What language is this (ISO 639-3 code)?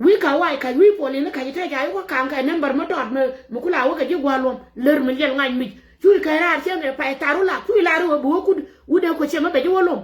nus